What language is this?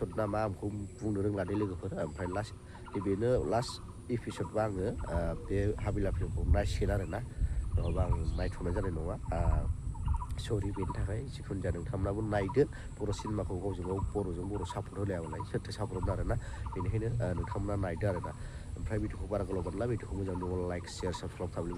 Bodo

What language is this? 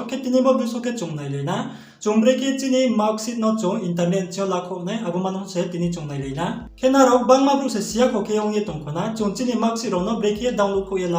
Riang (India)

